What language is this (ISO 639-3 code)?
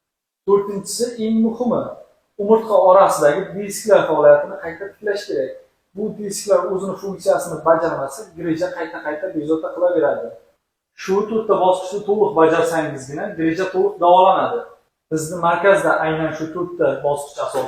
uzb